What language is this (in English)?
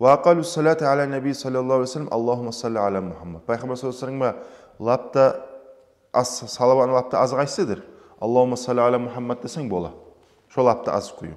Kumyk